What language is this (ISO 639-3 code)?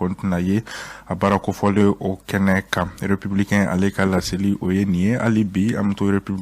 bam